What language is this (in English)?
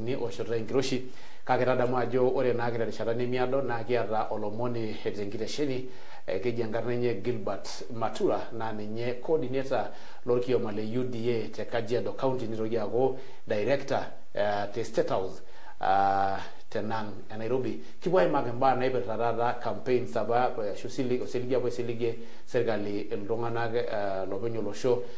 Masai